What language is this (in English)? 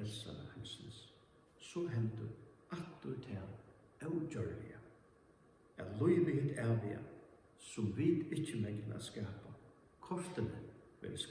Faroese